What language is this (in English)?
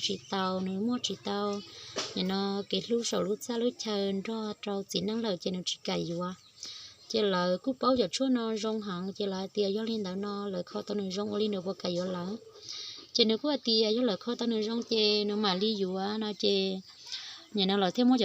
Hmong